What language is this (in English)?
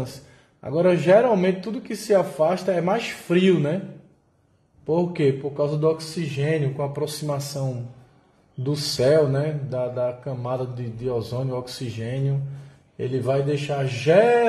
Portuguese